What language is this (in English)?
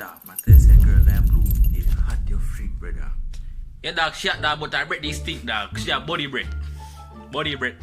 Jamaican Creole English